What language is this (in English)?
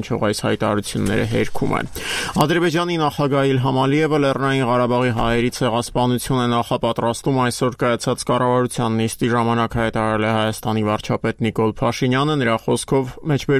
Armenian